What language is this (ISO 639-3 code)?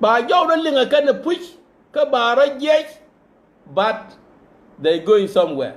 nus